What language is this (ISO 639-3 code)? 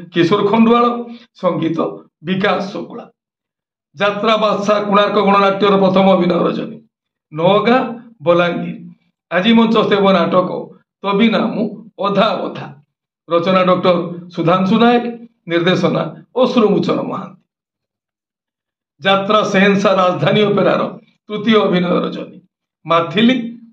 ori